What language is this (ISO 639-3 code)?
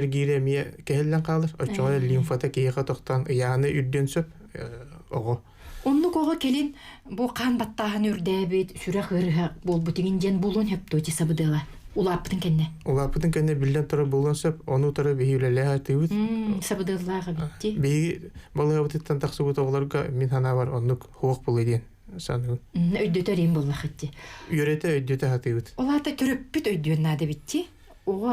sah